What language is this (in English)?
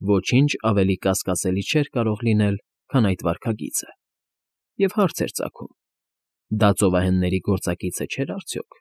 Armenian